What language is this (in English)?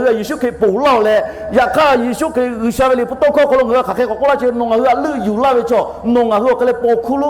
Lahu